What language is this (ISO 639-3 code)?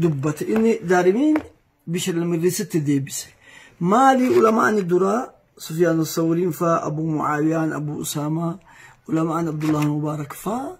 orm